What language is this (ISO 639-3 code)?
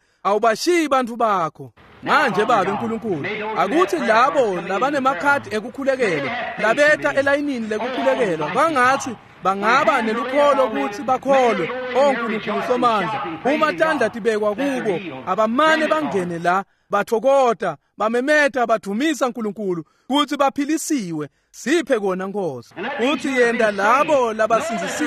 ssw